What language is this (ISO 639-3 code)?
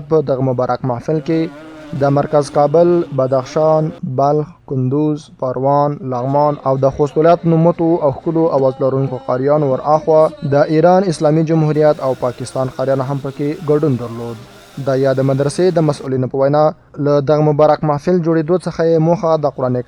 pus